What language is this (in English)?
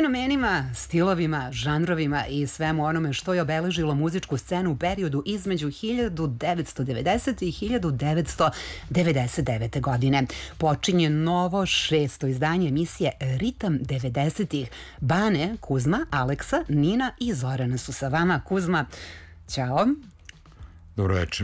Serbian